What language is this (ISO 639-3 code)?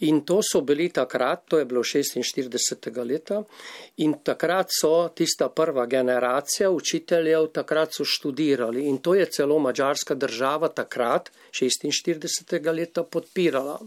slv